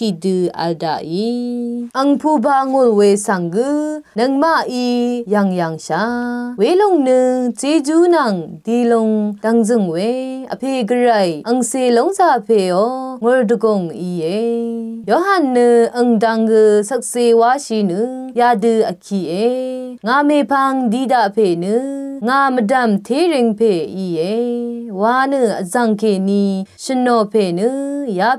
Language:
Rawang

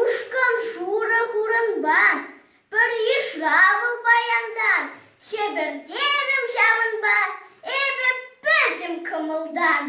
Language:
Chuvash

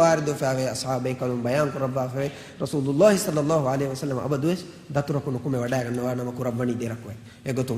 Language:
Divehi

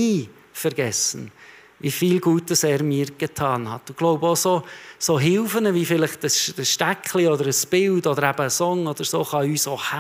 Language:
Swiss German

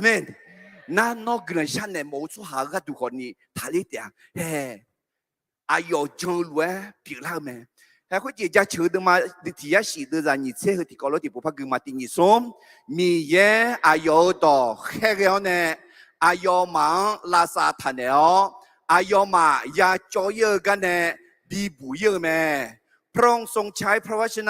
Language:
Akha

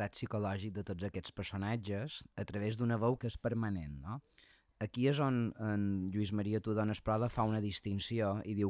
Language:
Catalan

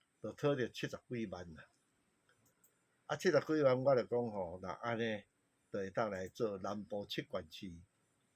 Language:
Min Nan Chinese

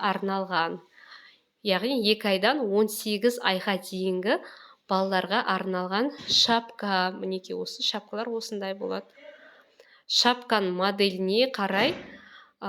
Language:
Kazakh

